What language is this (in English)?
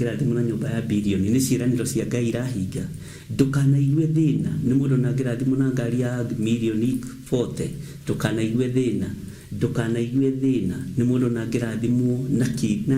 Kikuyu